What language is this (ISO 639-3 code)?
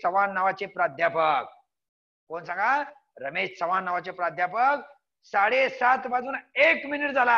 mar